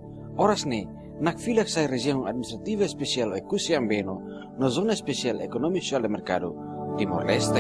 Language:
Tetum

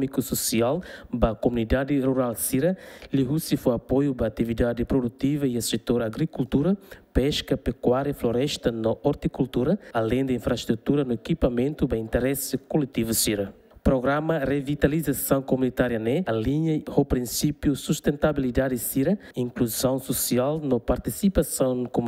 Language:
Tetum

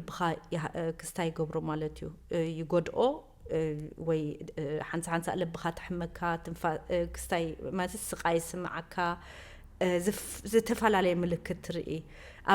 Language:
Tigrinya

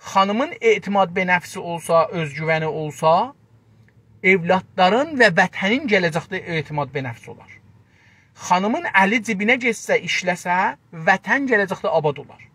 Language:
South Azerbaijani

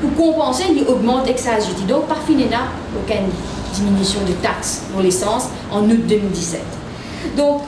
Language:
Morisyen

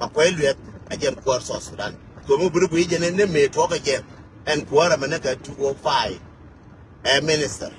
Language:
Nuer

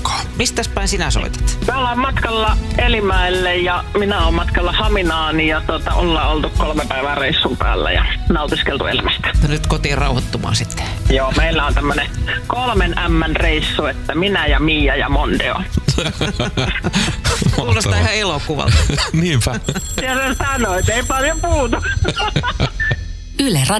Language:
Finnish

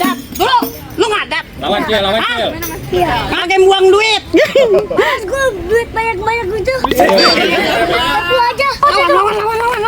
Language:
Betawi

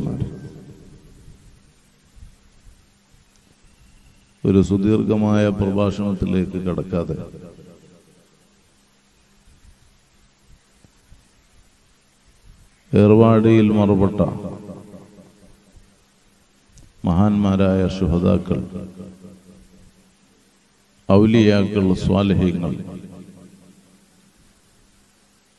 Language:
Malayalam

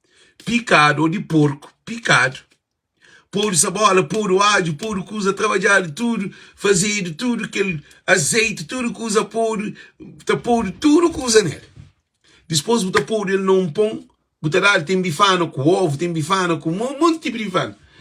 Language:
Kabuverdianu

